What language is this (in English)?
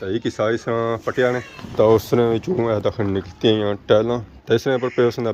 Pahari-Potwari